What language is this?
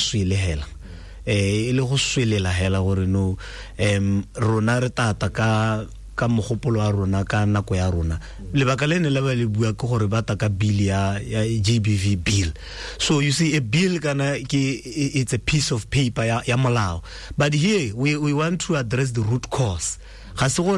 Tswana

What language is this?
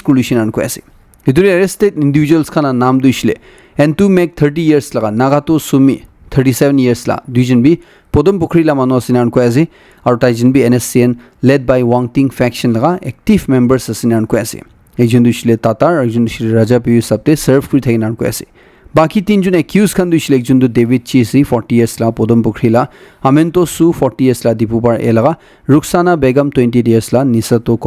Naga Pidgin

